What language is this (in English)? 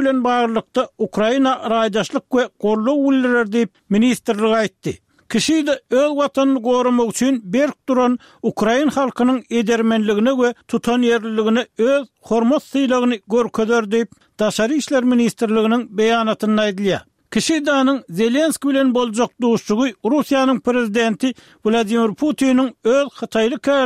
Turkmen